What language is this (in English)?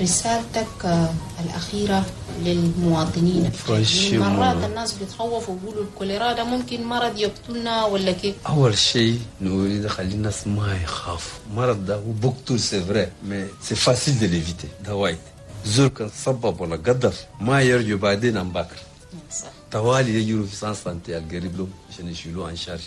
Chadian Arabic